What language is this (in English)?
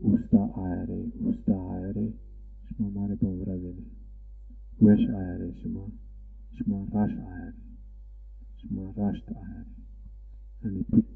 Zaza